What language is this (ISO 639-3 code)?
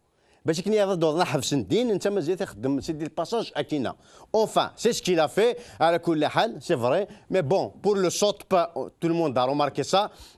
kab